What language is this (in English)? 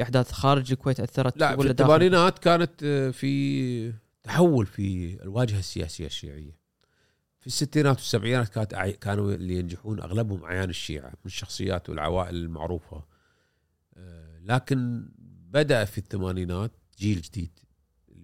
Gulf Arabic